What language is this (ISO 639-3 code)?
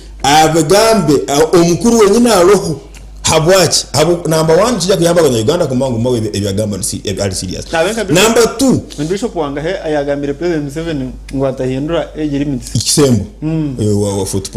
nyn